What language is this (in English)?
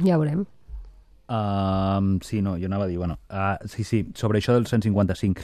Catalan